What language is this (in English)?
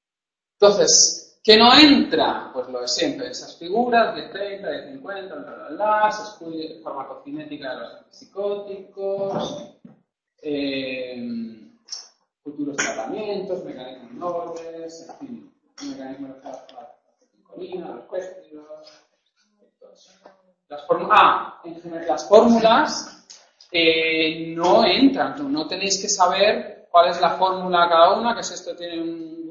Spanish